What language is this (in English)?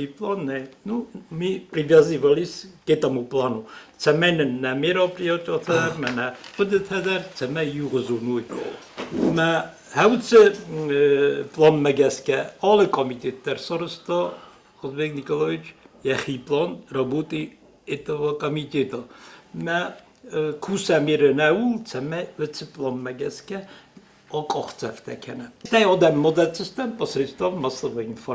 Ossetic